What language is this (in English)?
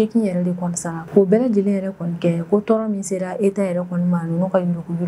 Bambara